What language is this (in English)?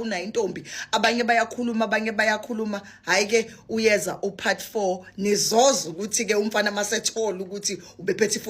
Zulu